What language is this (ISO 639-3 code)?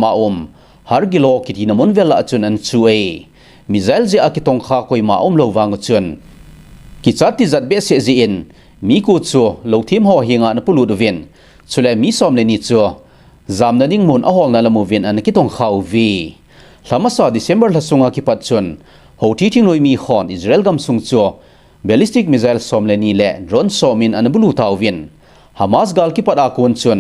tcz